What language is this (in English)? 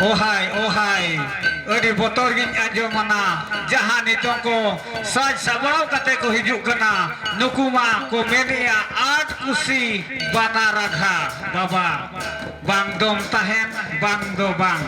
Santali